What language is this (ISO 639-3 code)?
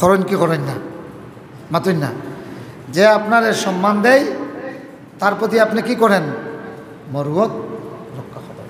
syl